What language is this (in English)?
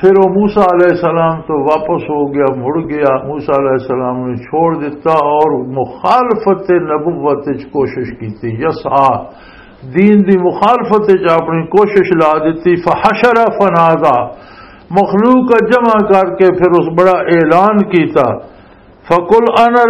Western Panjabi